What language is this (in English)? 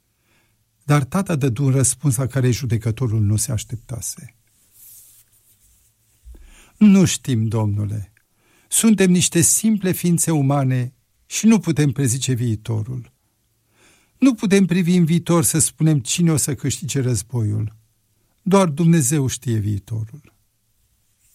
Romanian